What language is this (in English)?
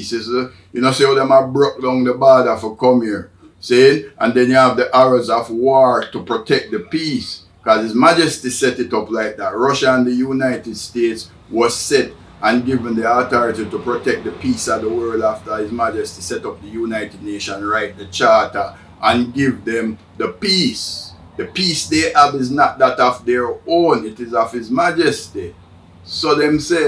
Jamaican Creole English